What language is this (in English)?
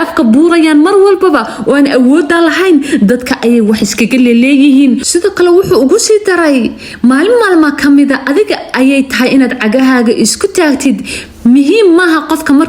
Somali